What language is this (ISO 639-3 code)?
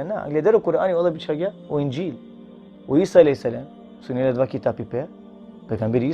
rmn